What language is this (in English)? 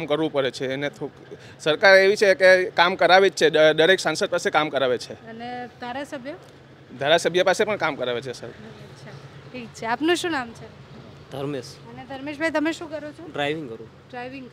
Gujarati